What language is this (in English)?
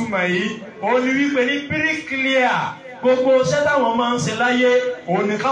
Yoruba